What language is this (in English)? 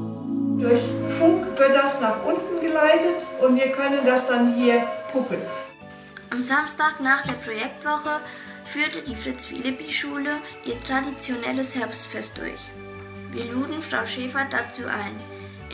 German